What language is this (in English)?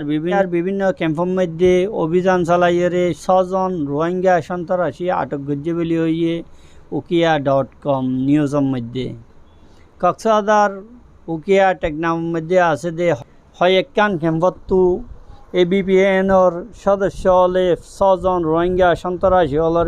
Rohingya